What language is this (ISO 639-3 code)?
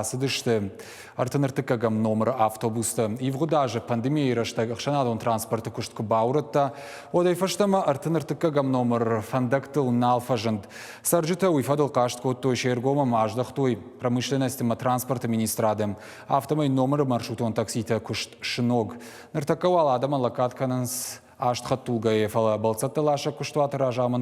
oss